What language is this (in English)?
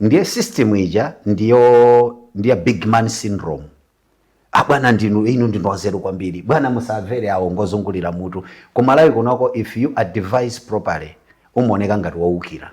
Nyanja